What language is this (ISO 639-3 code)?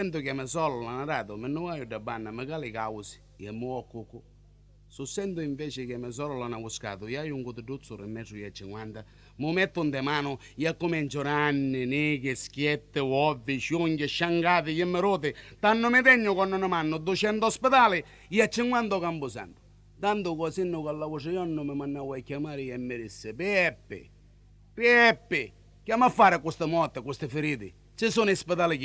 nap